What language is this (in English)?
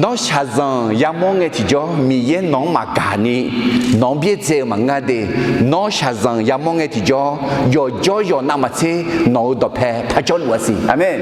Akha